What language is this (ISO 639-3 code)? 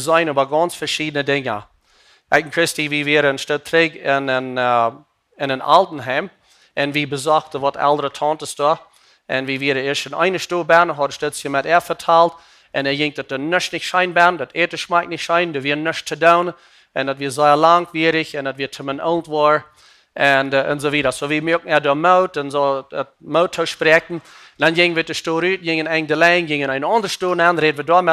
pdt